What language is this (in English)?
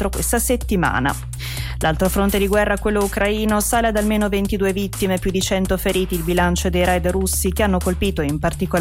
Italian